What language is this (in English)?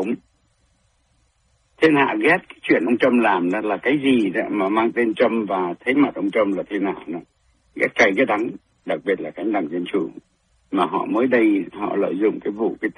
Vietnamese